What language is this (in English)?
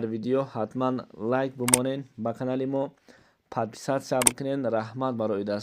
Tajik